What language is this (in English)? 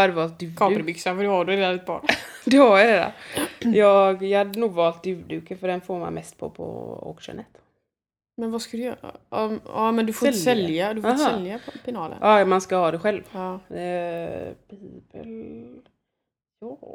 Swedish